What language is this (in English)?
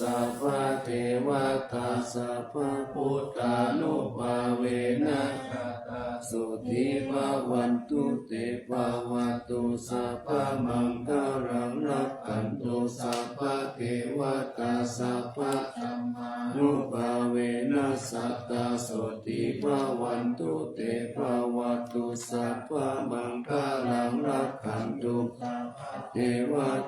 Pali